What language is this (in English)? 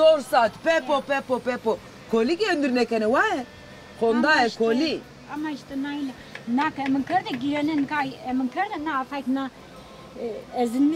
Zaza